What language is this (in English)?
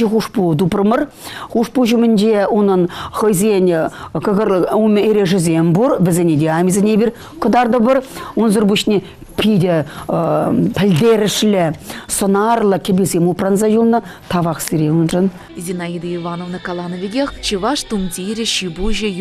Chuvash